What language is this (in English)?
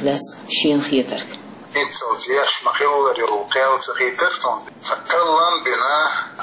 Chechen